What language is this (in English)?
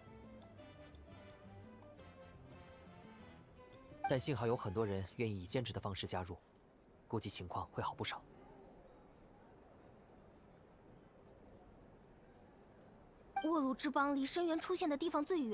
Chinese